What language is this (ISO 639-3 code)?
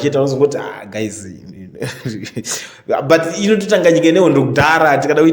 sna